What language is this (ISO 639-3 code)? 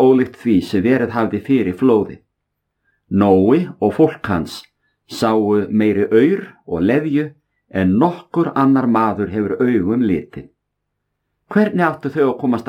isl